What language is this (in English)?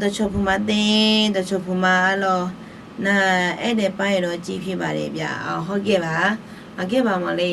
Akha